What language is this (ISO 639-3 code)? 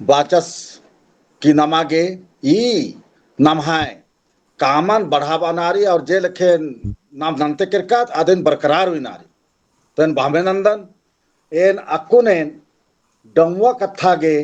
kru